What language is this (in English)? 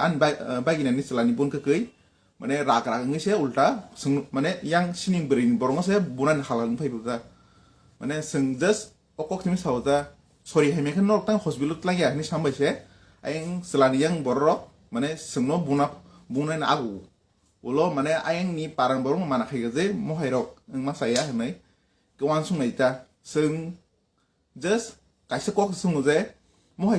Kok Borok